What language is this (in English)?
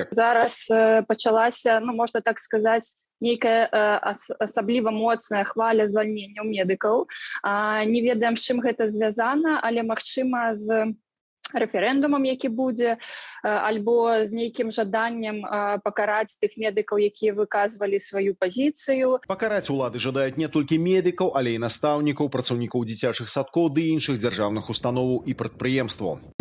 Belarusian